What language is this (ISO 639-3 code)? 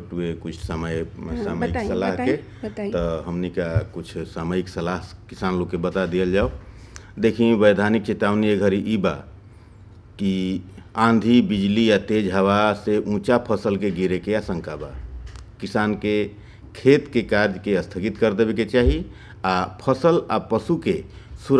bho